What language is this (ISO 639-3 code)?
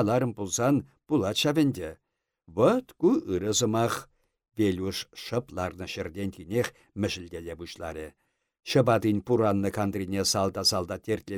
chv